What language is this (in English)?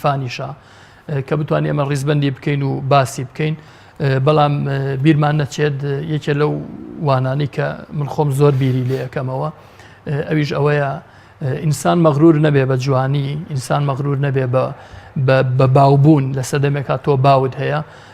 Central Kurdish